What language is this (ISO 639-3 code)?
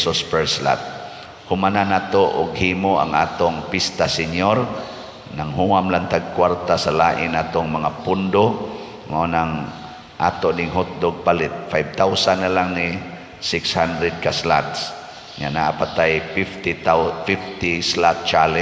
ceb